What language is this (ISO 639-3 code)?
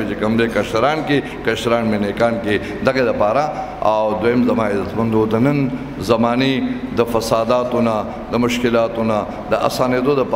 pus